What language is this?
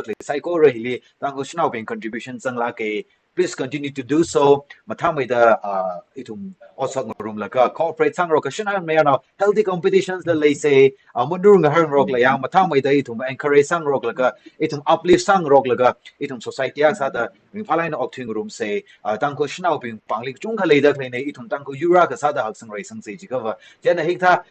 Tangkhul Naga (India)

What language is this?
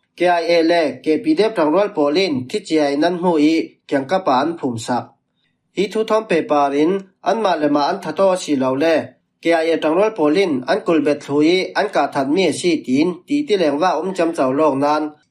Falam Chin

